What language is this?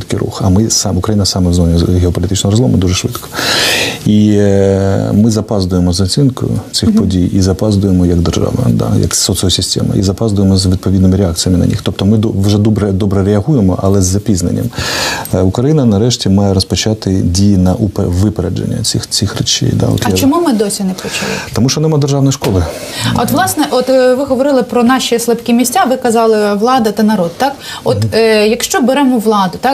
Ukrainian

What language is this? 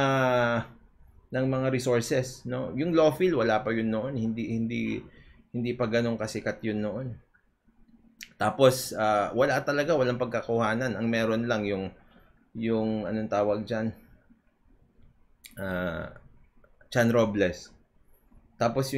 Filipino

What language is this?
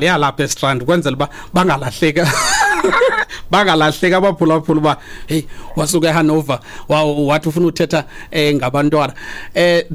Xhosa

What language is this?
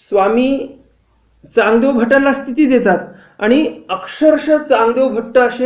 Marathi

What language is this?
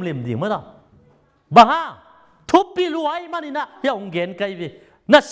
Tedim Chin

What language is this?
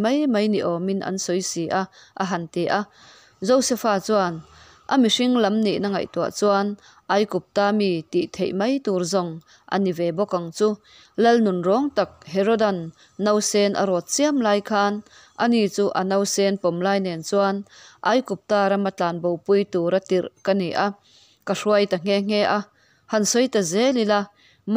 Mizo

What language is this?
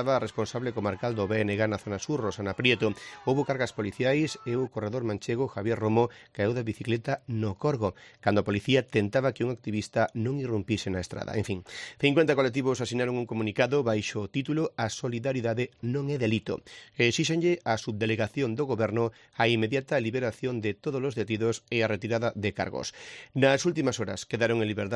Galician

